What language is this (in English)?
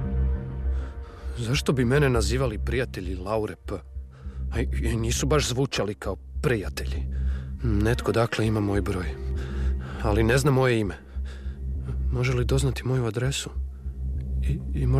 Croatian